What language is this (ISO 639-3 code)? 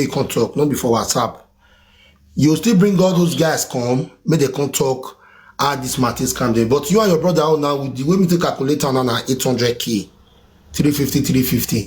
pcm